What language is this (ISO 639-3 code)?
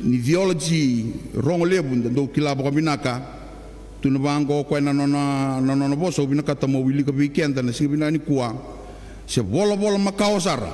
fij